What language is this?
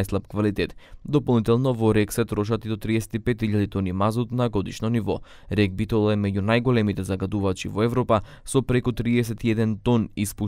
Macedonian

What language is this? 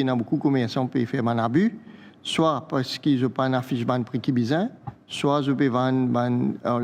Morisyen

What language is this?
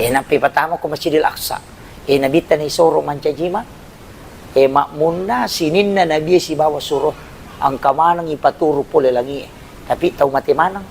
Buginese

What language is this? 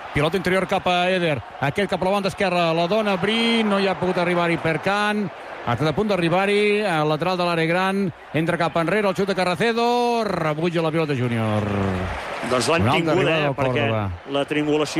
Catalan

